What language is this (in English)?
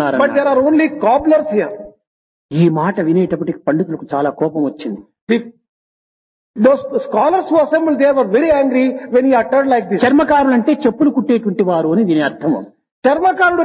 Telugu